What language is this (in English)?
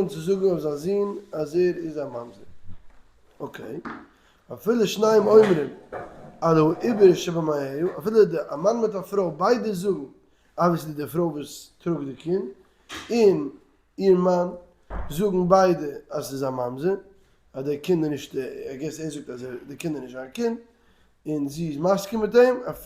Yiddish